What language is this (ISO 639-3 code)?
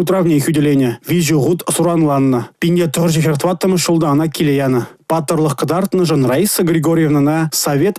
chv